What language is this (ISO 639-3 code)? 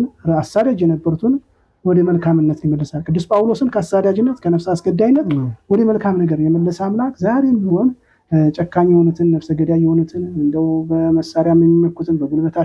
amh